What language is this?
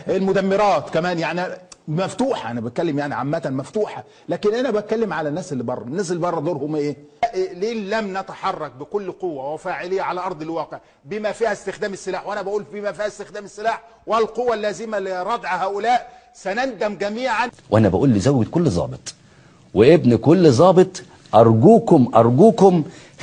Egyptian Arabic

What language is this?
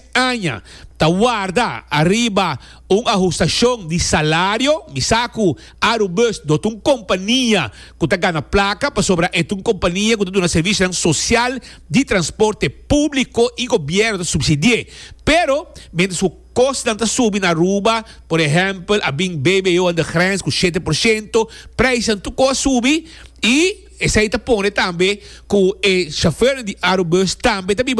Papiamento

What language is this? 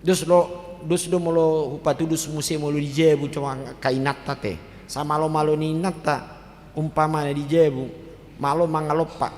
Batak Toba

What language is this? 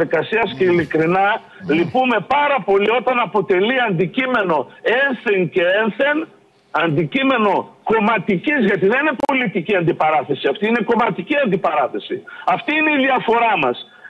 Greek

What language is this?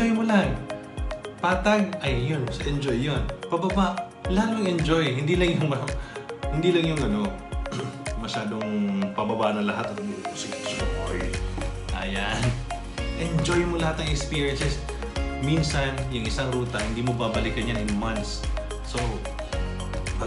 Filipino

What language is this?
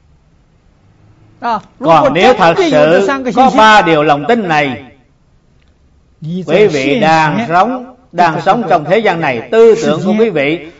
Vietnamese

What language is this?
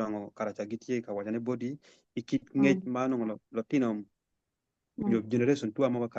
Acoli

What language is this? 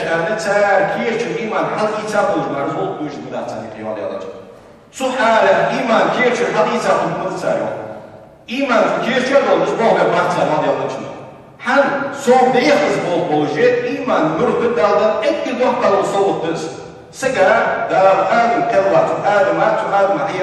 Ingush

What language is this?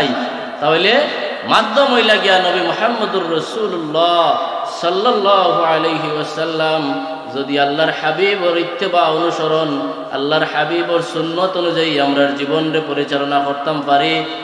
Sylheti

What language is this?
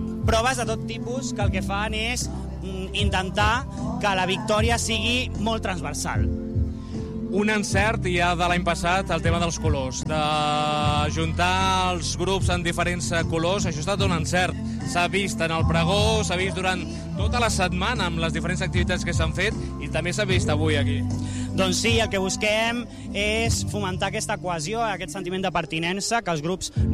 Catalan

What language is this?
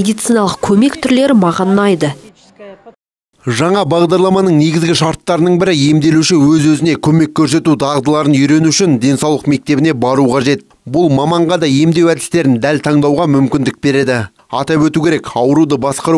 Kazakh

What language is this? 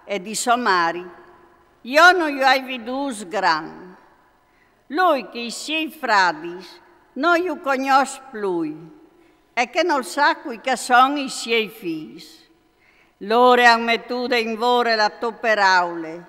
Friulian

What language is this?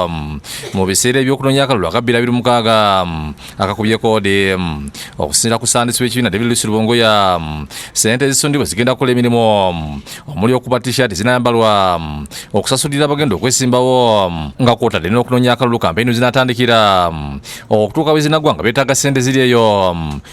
Ganda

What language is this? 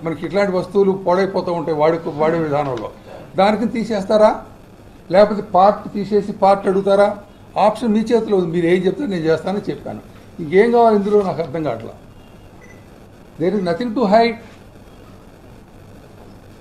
Telugu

